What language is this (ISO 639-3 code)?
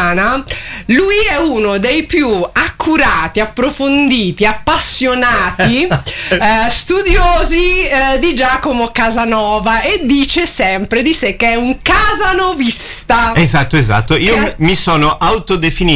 ita